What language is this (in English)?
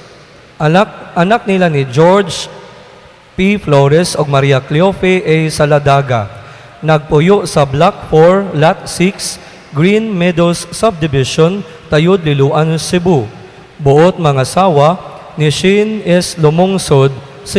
Cebuano